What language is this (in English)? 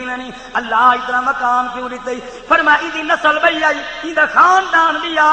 Saraiki